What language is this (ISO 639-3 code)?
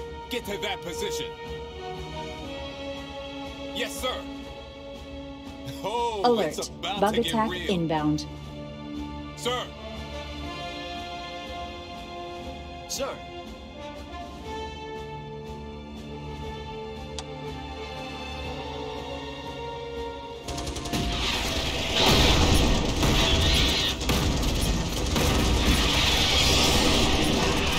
eng